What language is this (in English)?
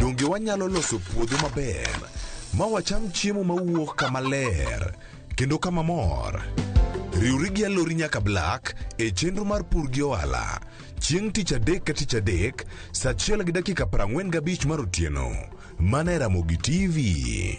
Luo (Kenya and Tanzania)